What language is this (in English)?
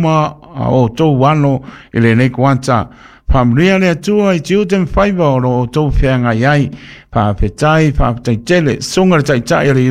Samoan